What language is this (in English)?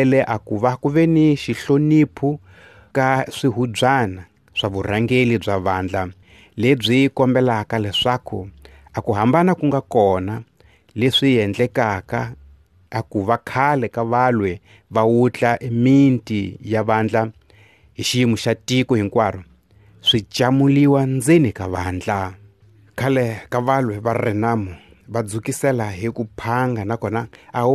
Tsonga